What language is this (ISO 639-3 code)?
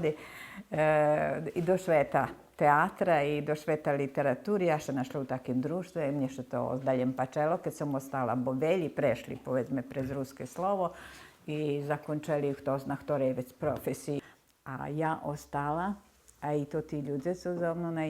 rue